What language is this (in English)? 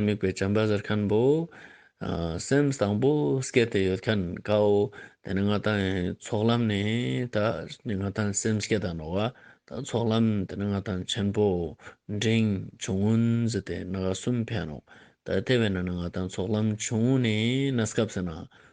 Ladakhi